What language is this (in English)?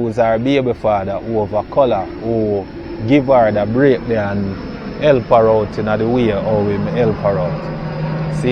Jamaican Creole English